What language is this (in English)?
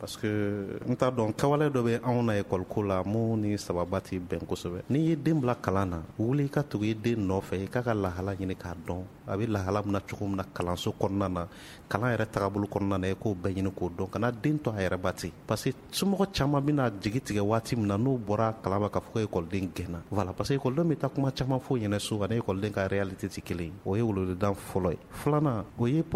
Bambara